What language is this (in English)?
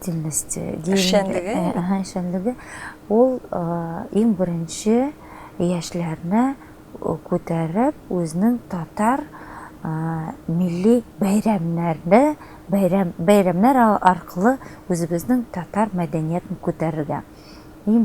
Tatar